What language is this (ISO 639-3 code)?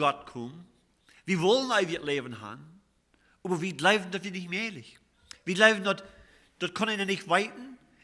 pdt